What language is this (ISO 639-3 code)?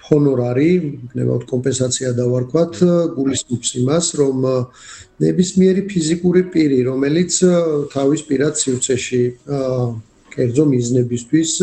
kat